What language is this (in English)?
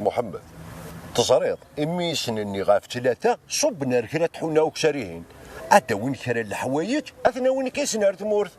Kabyle